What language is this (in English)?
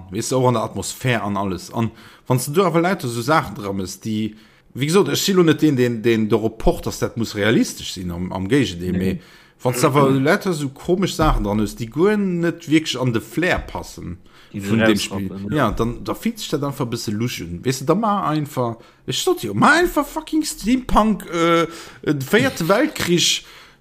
Luxembourgish